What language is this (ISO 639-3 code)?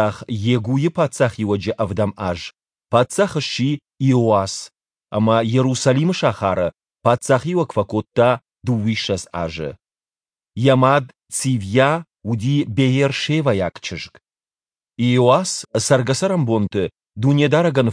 oss